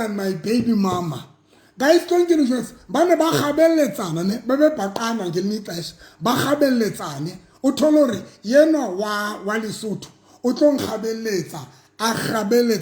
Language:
Southern Sotho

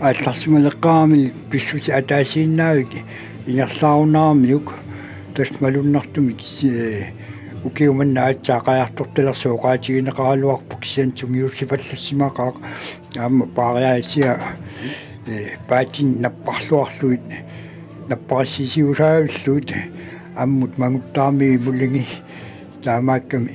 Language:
Kalaallisut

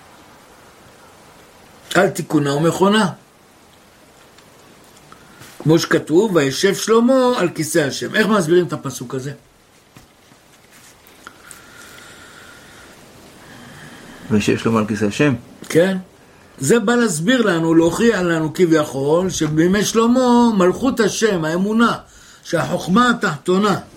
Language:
Hebrew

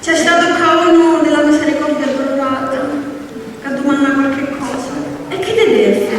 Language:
Sicilian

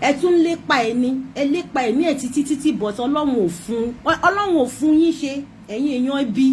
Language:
Yoruba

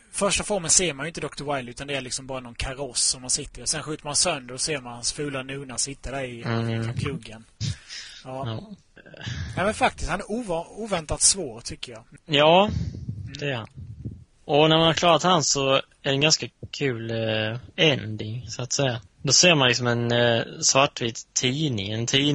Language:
Swedish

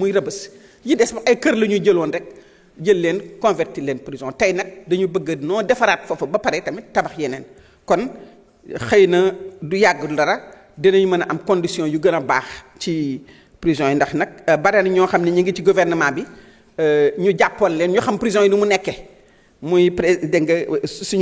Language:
Wolof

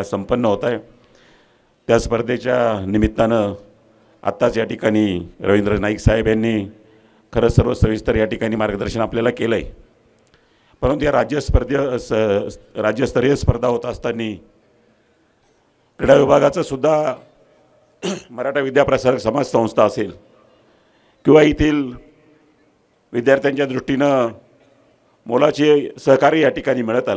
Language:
Marathi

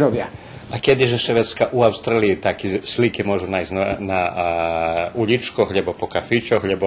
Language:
Rusyn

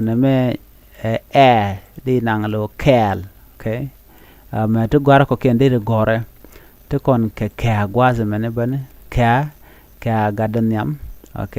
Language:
Nuer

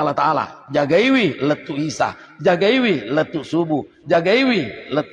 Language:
Buginese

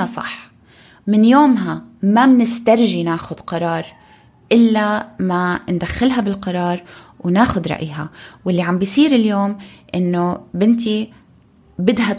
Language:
North Levantine Arabic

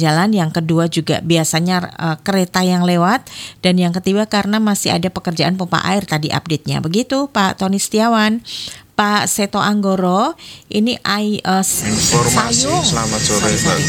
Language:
Indonesian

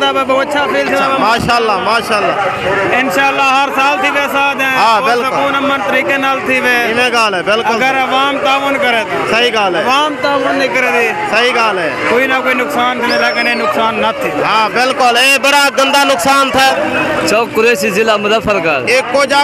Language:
Saraiki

